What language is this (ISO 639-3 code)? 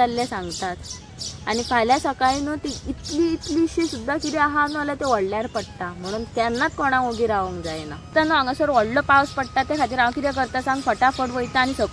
kok